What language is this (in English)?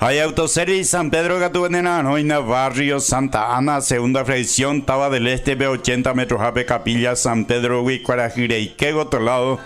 Guarani